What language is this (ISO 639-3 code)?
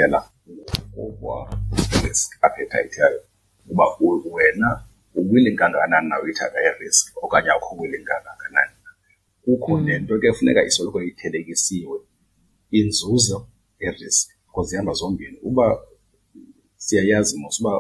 xho